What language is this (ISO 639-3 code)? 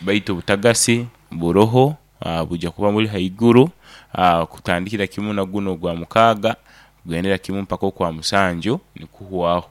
nyo